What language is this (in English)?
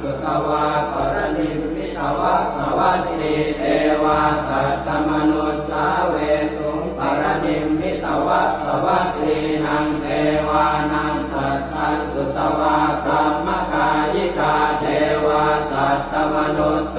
Pali